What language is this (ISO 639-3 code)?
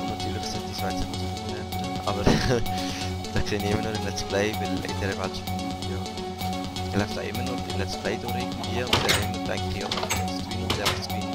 gsw